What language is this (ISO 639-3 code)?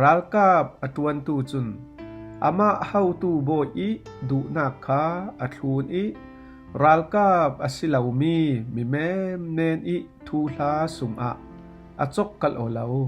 cfm